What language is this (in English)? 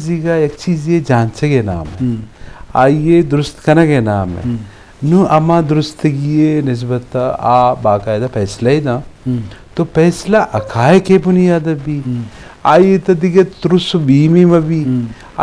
Eastern Balochi